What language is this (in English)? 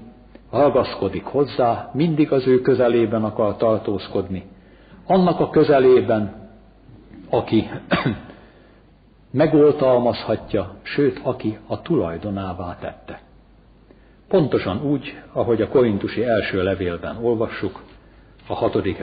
Hungarian